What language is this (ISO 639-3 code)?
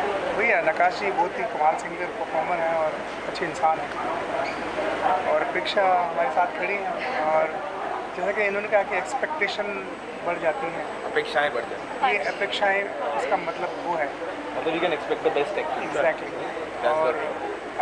hin